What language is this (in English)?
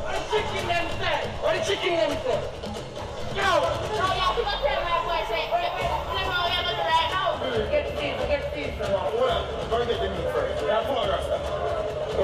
Jamaican Creole English